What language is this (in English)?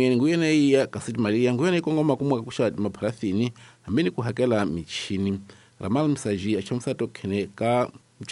Tsonga